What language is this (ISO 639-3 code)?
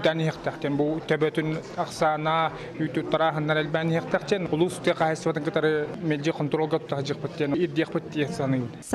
sah